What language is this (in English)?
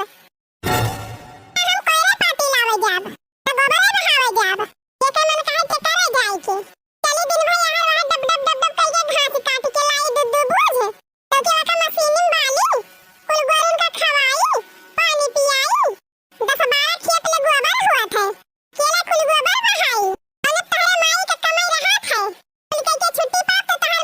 Awadhi